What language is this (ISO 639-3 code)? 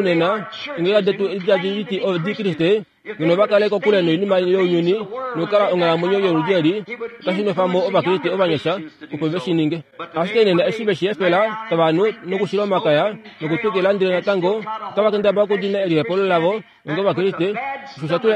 kua